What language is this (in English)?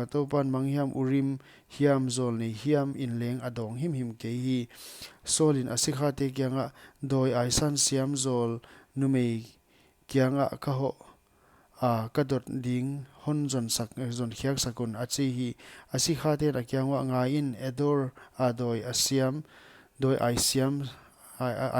Paite Chin